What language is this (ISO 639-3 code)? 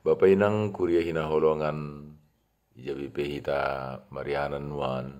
bts